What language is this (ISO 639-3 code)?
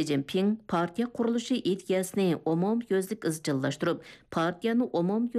uig